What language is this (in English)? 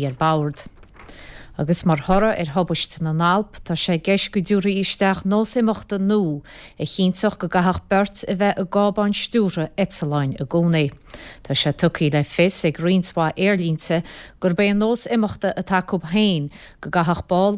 Irish